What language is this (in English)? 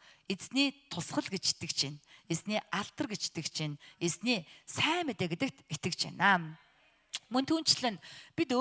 Mongolian